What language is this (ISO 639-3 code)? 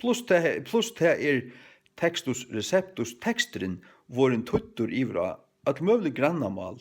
fao